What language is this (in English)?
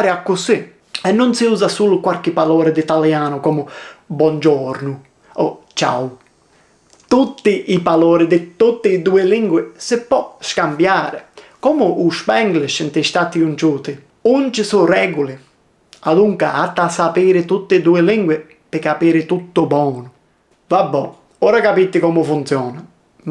Sicilian